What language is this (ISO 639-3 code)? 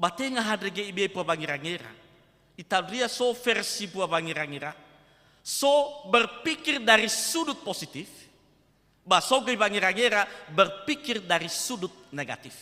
nia